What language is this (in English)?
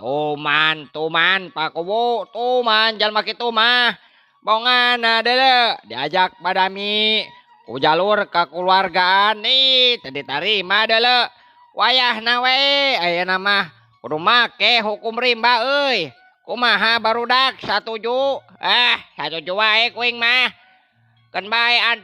Sundanese